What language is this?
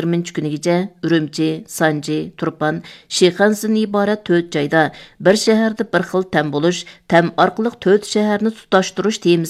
Uyghur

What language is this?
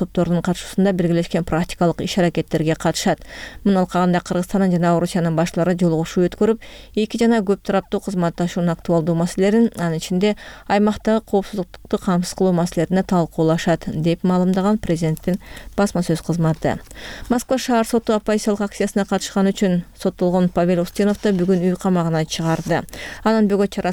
Kyrgyz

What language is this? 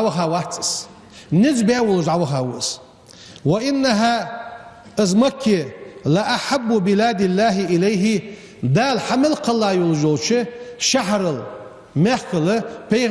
Ingush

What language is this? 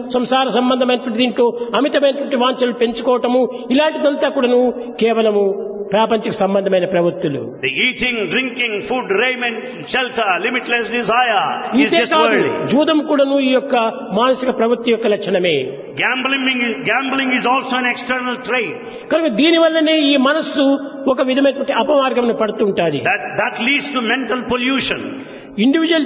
Telugu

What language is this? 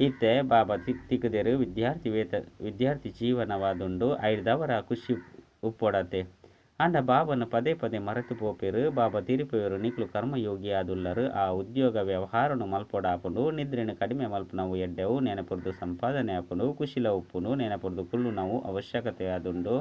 Tulu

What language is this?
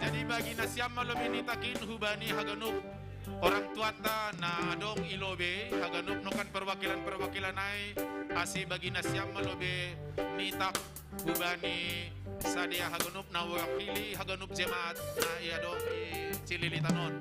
Batak Simalungun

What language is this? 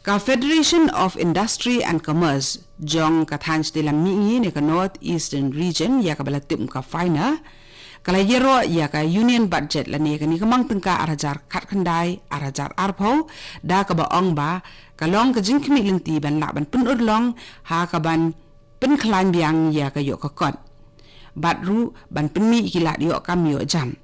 Khasi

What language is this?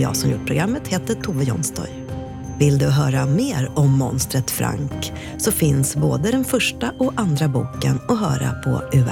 Swedish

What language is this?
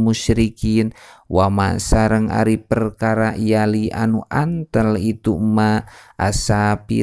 Sundanese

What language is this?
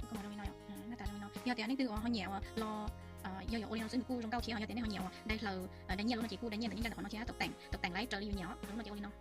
Hmong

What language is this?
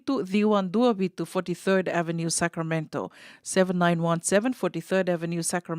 Fijian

